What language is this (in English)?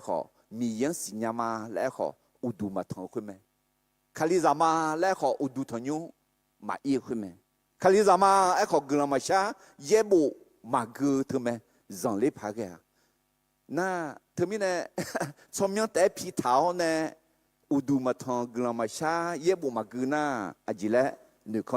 Akha